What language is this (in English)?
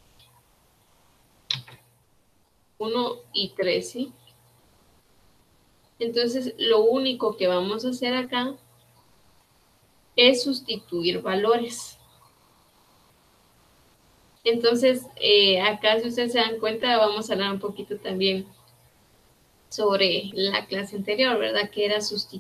Spanish